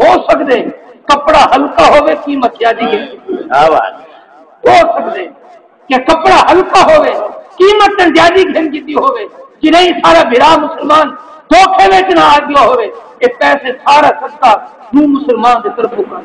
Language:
Saraiki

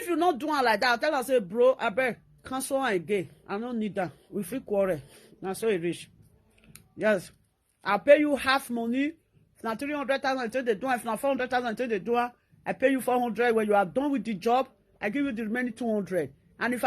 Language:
Nigerian Pidgin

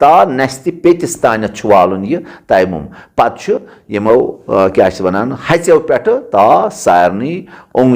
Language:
Kashmiri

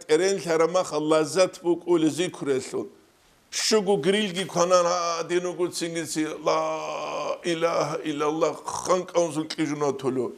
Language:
Avaric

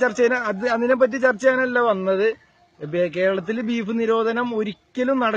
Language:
Malayalam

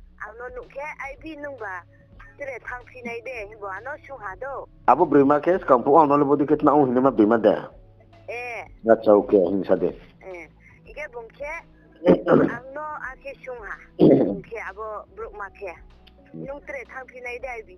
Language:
Riang (India)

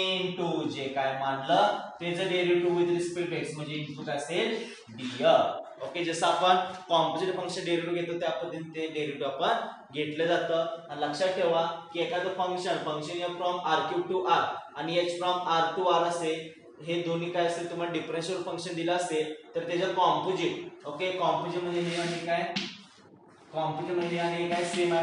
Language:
Marathi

